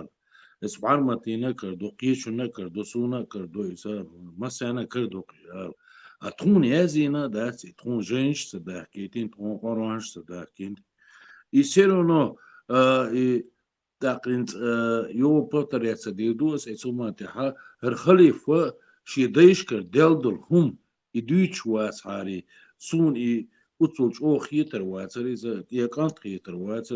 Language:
Chechen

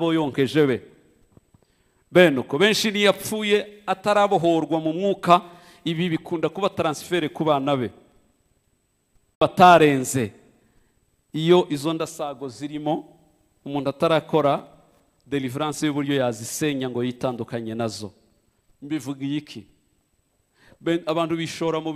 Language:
Kinyarwanda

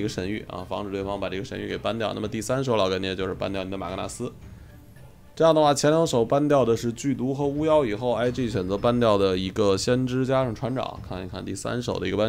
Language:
Chinese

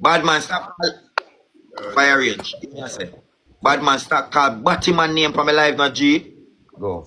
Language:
Jamaican Creole English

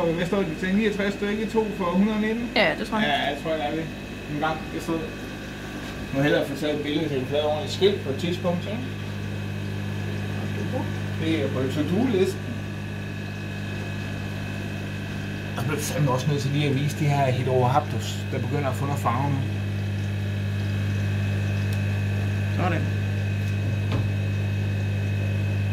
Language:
Danish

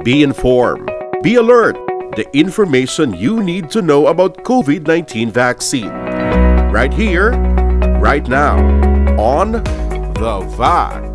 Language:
Hiligaynon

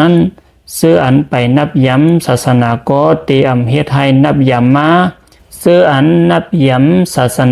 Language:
Shan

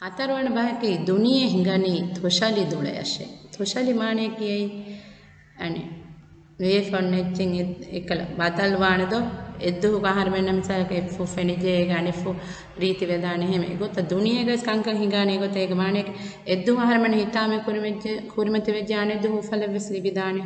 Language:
Divehi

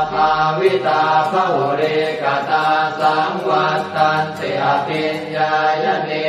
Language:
Pali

